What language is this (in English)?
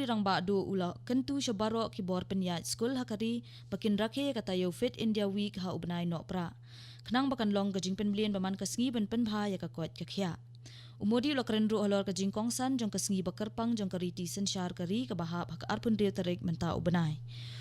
Khasi